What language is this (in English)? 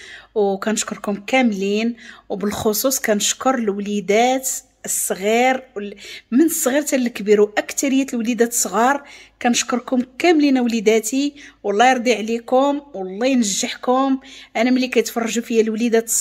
Moroccan Arabic